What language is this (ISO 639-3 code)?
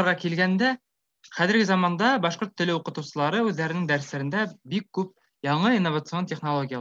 bak